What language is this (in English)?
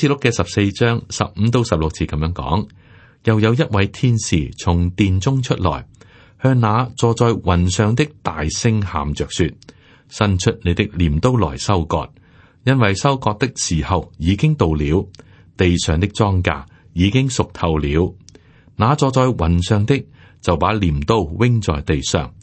Cantonese